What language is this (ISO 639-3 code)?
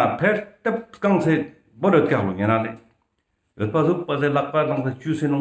lbj